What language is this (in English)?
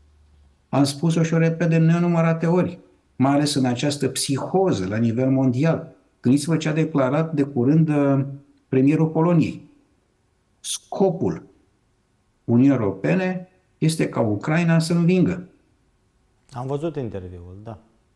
Romanian